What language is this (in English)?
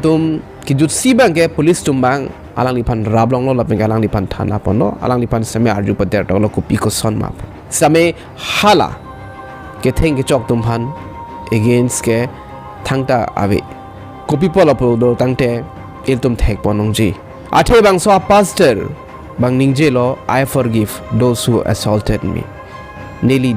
Karbi